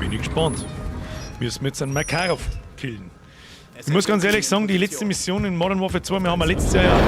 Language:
Bavarian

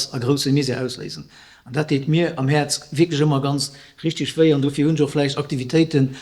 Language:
Luxembourgish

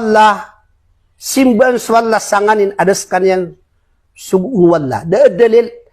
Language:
Maranao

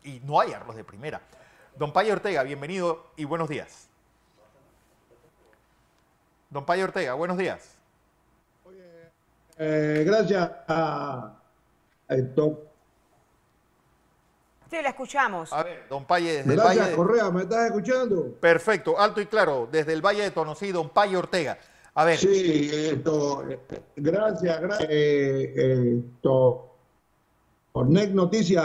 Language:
Spanish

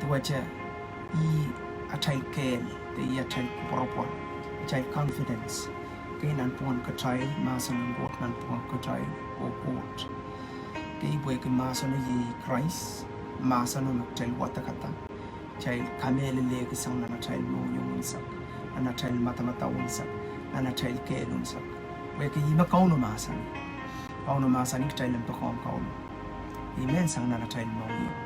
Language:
Pohnpeian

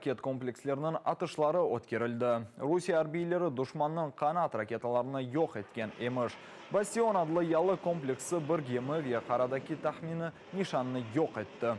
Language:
Crimean Tatar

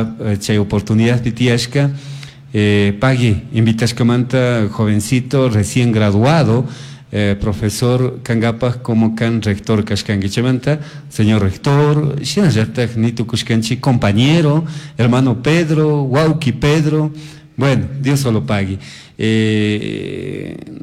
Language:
Chimborazo Highland Quichua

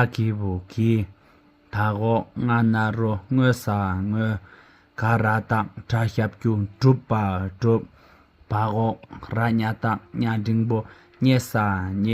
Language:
Tibetan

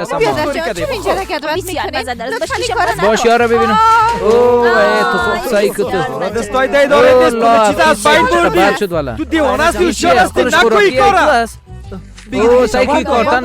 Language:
Persian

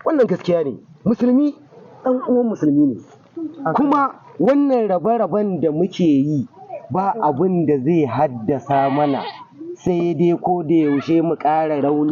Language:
Hausa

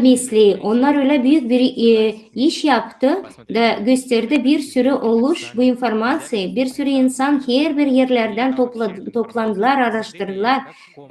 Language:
Gagauz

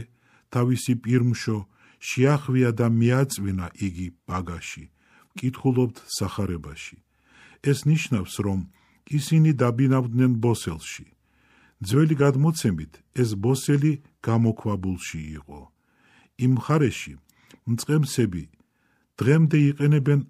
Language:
Georgian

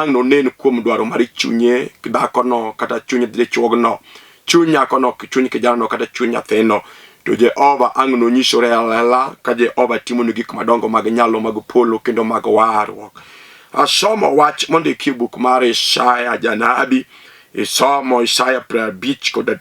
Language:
Luo (Kenya and Tanzania)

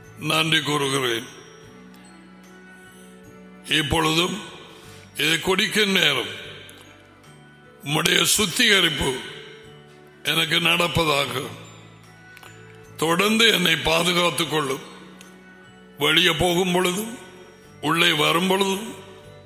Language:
Tamil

